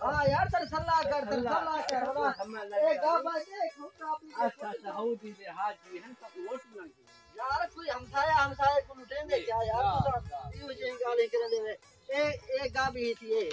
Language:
Saraiki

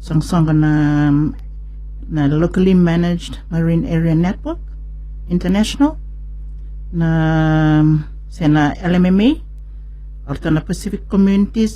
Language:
Fijian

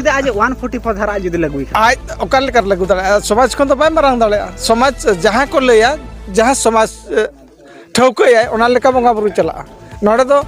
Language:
Santali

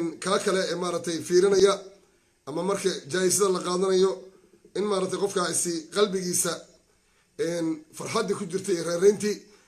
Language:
Somali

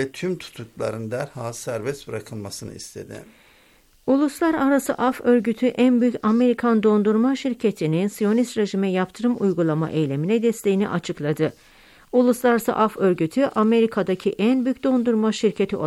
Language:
Turkish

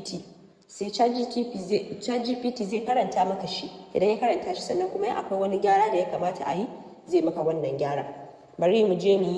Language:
Hausa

